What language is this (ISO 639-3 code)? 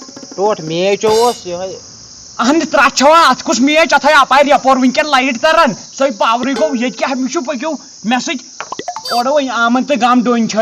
kas